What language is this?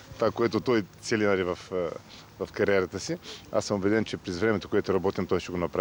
Bulgarian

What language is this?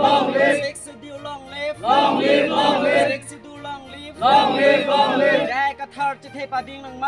Karbi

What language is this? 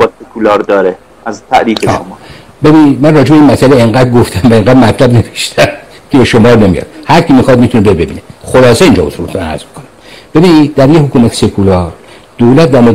Persian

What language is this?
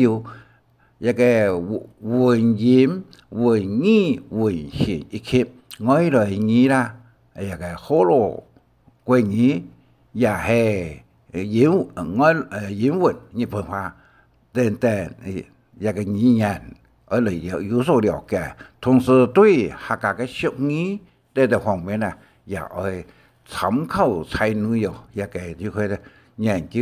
Hakka Chinese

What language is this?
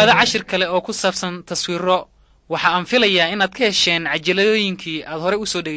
Somali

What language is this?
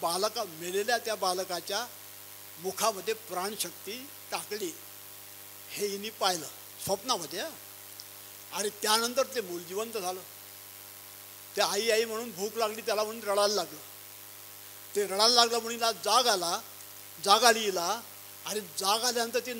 Marathi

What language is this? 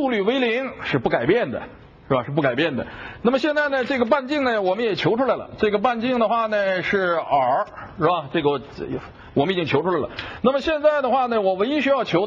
Chinese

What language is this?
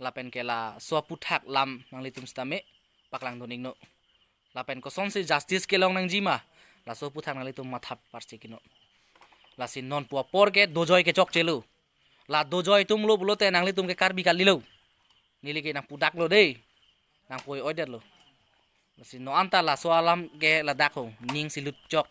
Karbi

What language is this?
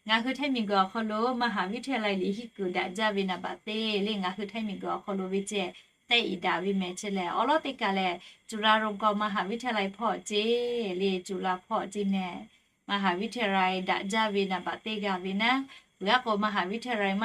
Lahu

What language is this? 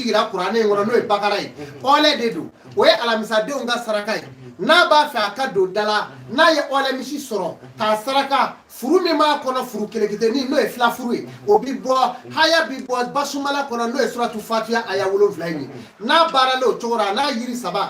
Bambara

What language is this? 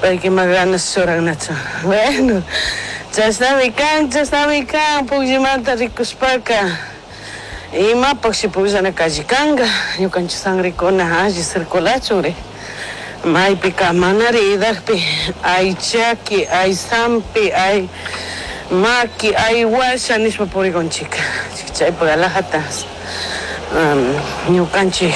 Chimborazo Highland Quichua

